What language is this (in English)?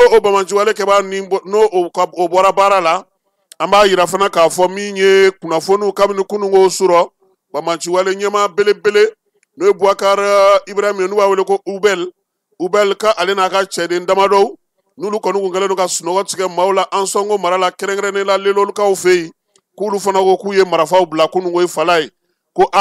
Bambara